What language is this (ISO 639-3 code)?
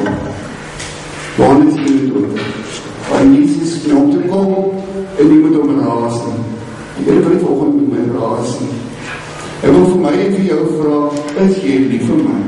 afr